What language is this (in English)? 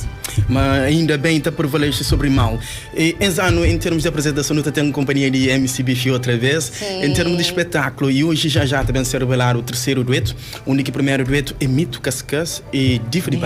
Kabuverdianu